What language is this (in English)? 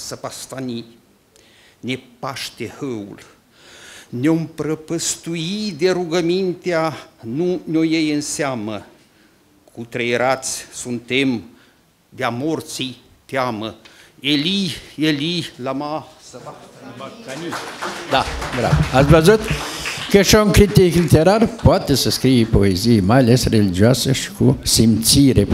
Romanian